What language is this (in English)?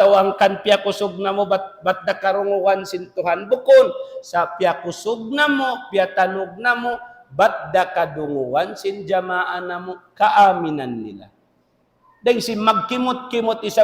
Tausug